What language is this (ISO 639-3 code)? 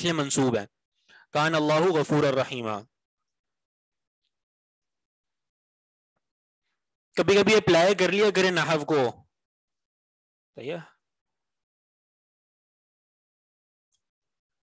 urd